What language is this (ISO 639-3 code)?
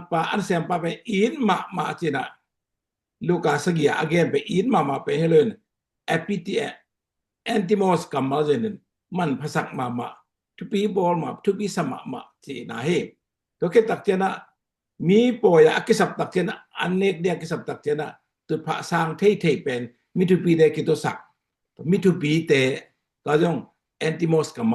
ctd